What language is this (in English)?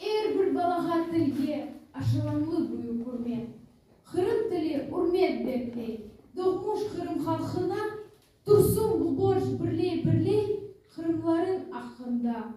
Crimean Tatar